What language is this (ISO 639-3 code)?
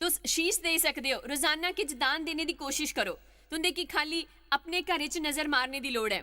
doi